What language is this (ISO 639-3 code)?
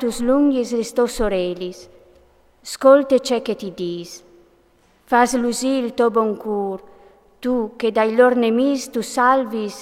fur